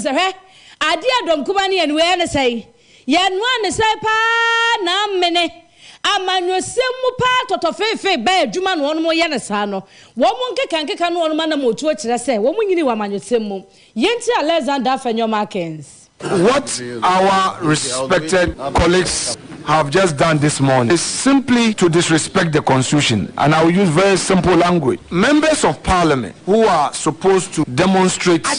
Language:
Akan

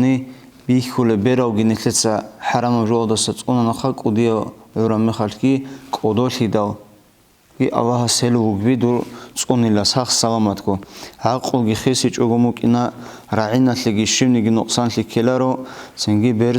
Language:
Avaric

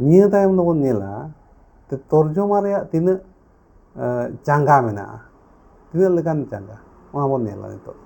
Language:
Santali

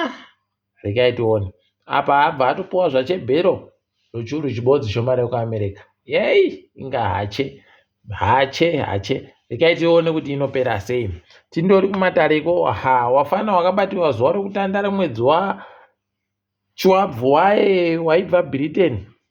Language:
Ndau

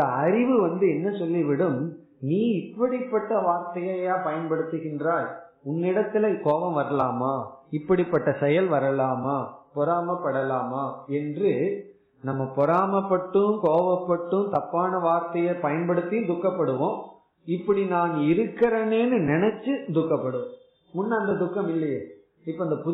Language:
Tamil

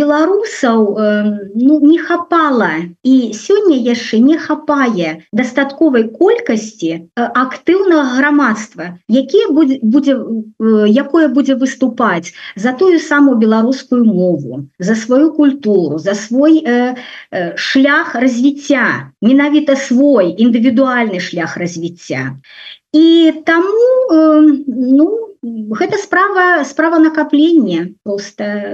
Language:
Belarusian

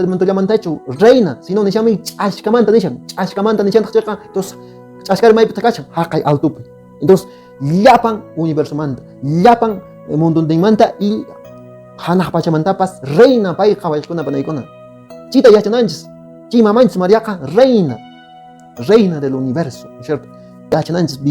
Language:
Quechua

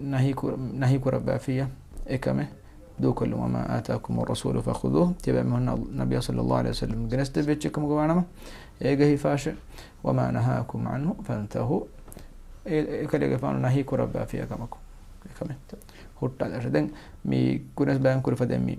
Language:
Divehi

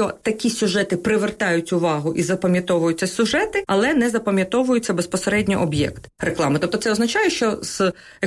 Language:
Ukrainian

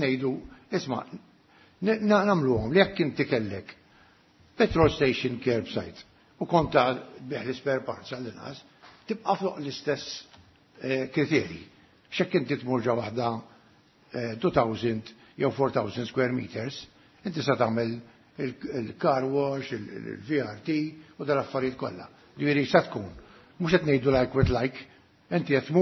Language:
Maltese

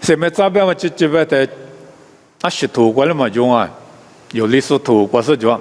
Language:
Lisu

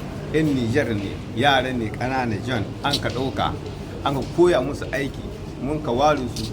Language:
Hausa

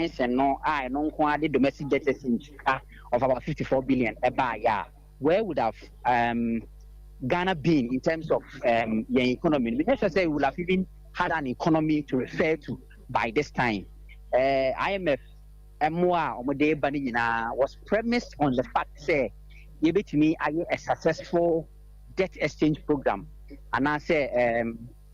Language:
Akan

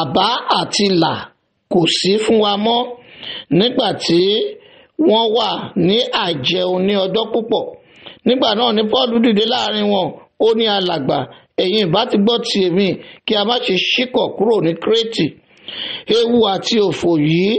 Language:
Yoruba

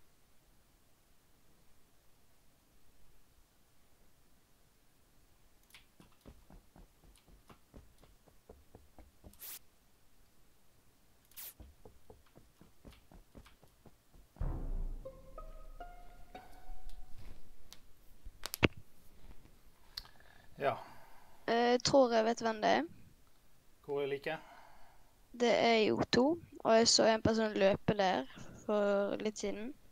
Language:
Norwegian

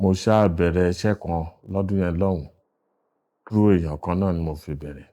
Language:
Yoruba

